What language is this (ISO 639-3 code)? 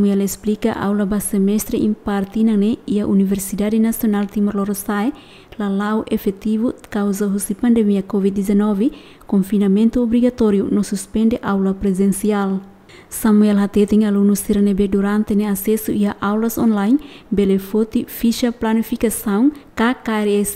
tet